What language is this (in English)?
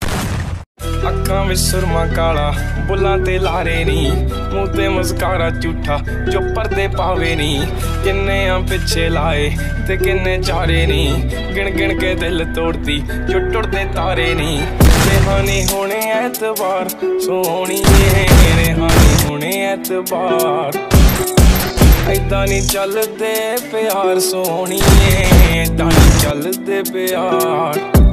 Punjabi